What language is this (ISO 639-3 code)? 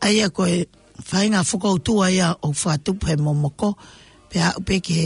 ton